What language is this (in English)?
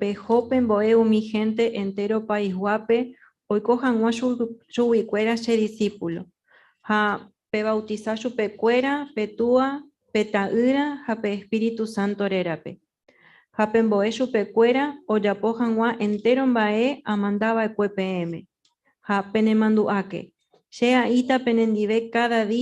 Guarani